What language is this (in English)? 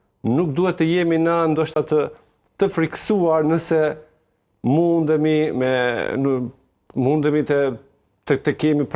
Albanian